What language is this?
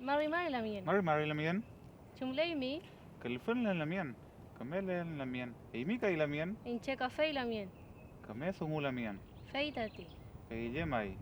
Mapuche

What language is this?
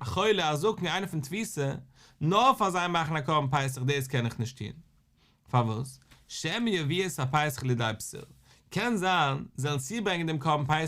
Yiddish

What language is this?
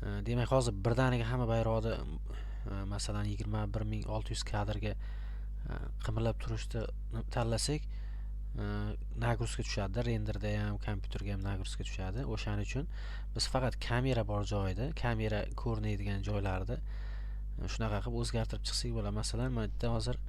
Uzbek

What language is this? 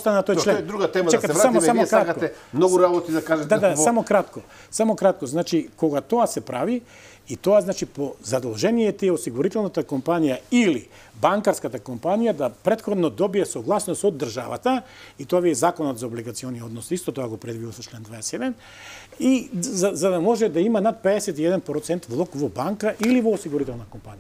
Macedonian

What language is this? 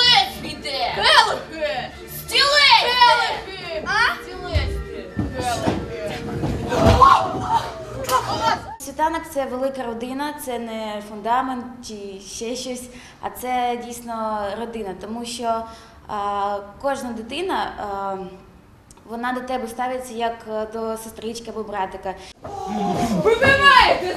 Ukrainian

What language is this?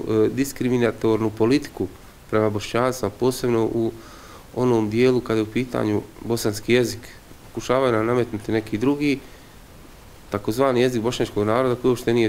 Bosnian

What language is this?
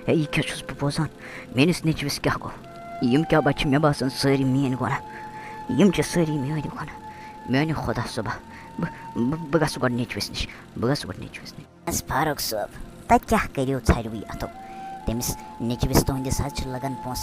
Kashmiri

